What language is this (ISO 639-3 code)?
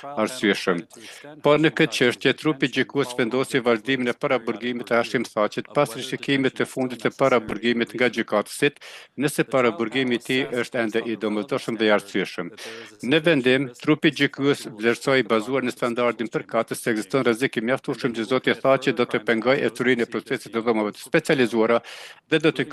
sqi